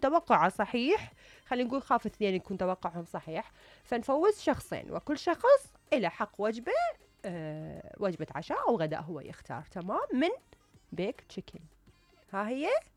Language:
Mesopotamian Arabic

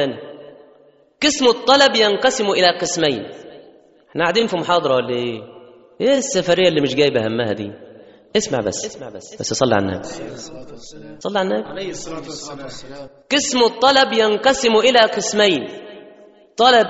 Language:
Egyptian Arabic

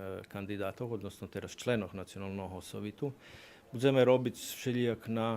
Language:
Rusyn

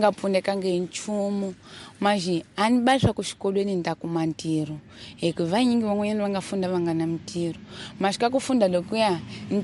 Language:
Tsonga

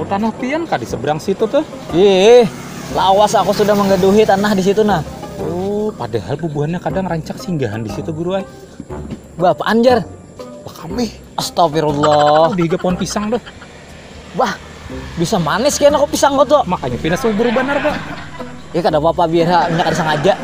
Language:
Banjar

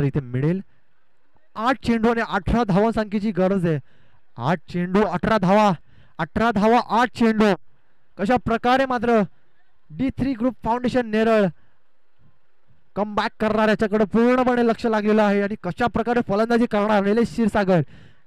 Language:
Marathi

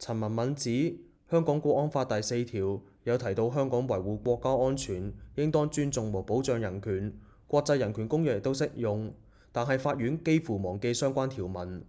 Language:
Cantonese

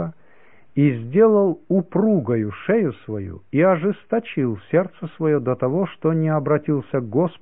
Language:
Russian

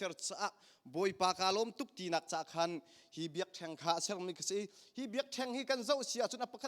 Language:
Hakha Chin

